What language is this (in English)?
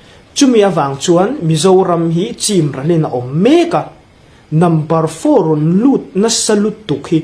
Hmar